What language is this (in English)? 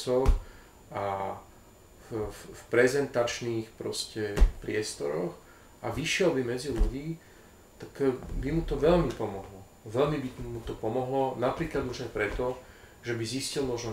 Slovak